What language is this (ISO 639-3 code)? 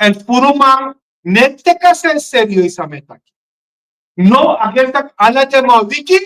srn